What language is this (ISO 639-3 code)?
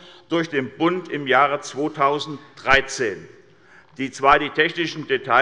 deu